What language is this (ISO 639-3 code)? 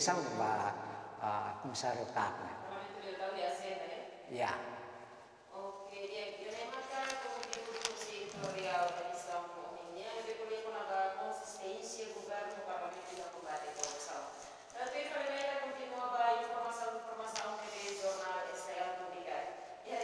tet